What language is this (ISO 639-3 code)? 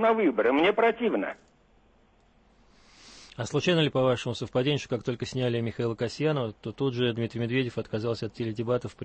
rus